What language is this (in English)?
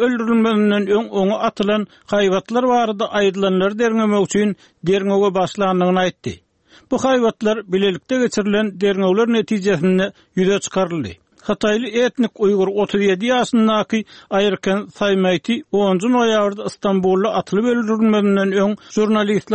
Turkmen